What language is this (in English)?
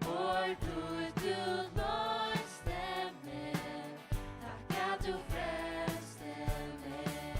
Faroese